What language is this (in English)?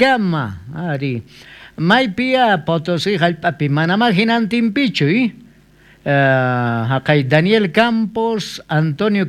South Bolivian Quechua